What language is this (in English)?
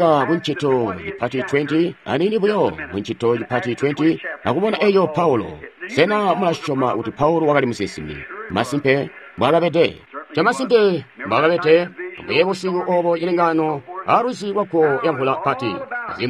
Tonga (Zambia)